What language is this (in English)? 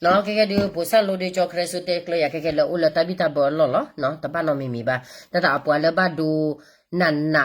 S'gaw Karen